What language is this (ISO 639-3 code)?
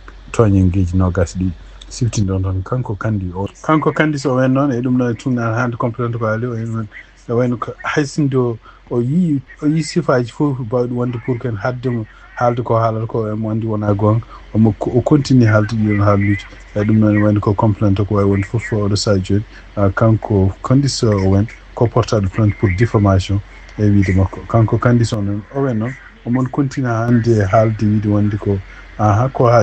ful